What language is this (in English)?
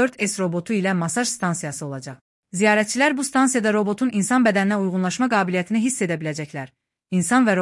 Azerbaijani